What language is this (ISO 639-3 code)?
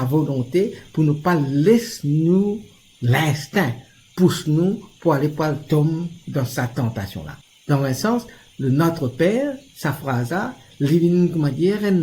mfe